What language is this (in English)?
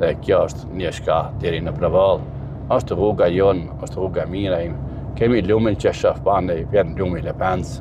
Albanian